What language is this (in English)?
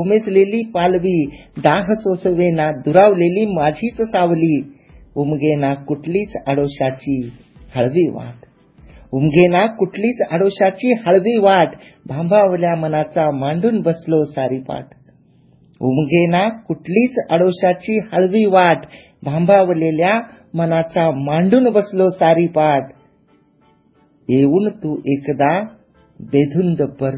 Marathi